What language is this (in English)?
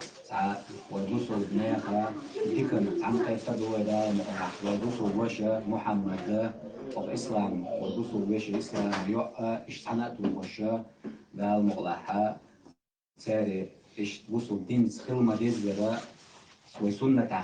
Chechen